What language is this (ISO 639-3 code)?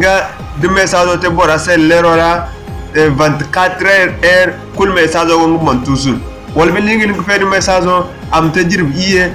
dje